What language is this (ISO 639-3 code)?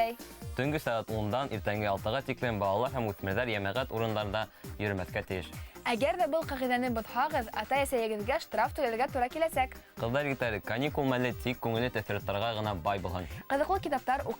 bak